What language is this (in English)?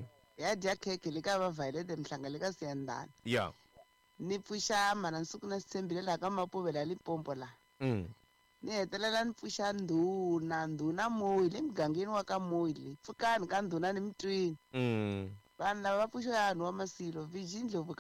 Tsonga